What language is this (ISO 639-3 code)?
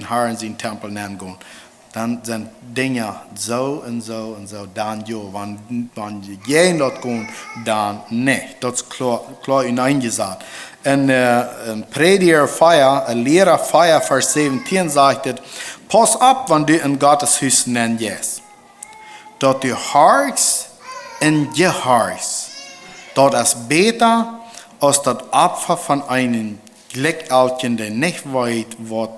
pdt